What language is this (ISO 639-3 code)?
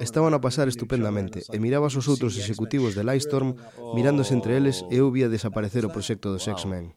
glg